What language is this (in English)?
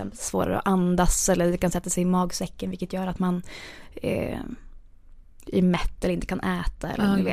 Swedish